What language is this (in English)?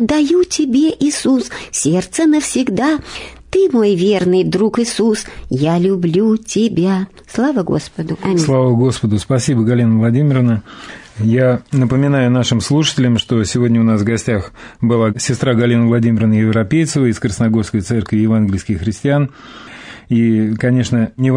Russian